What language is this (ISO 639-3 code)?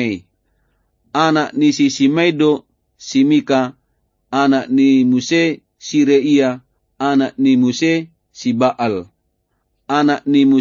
bbc